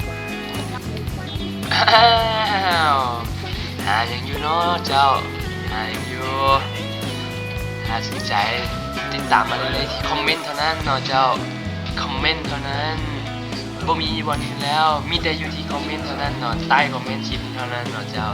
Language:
Lao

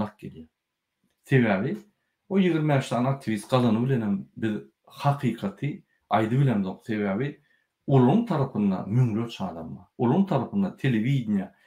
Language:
Turkmen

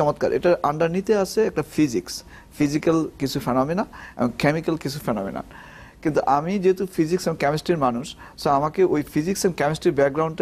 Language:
Bangla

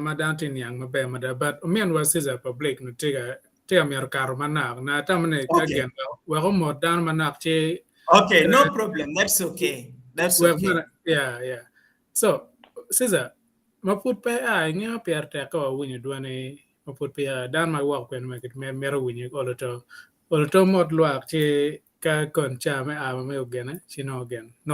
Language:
Acoli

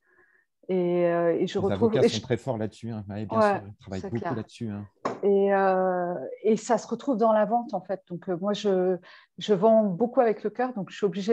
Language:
French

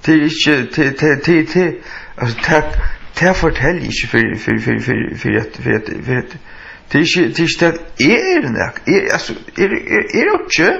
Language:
Faroese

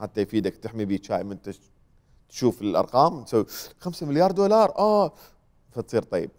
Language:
Mesopotamian Arabic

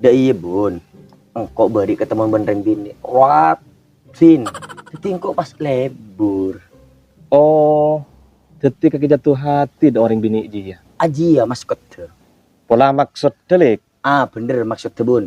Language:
Madurese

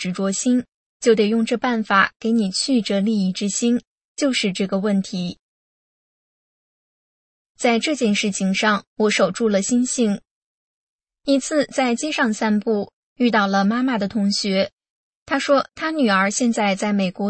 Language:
Chinese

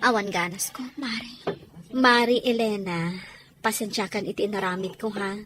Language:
Iloko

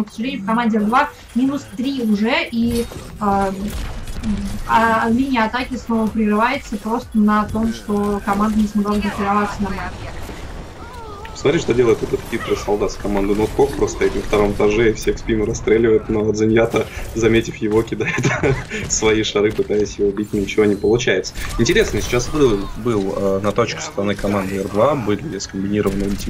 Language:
Russian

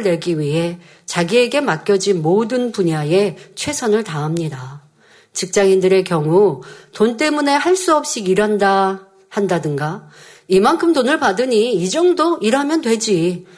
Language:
Korean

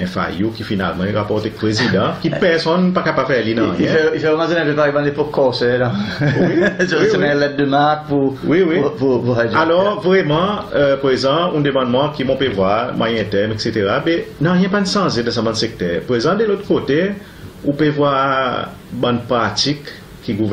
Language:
Seselwa Creole French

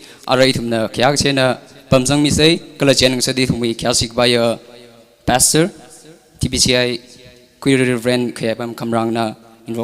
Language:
Tangkhul Naga (India)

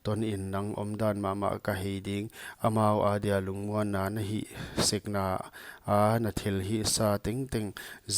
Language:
Paite Chin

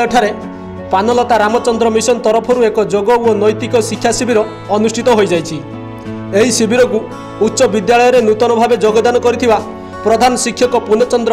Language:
Odia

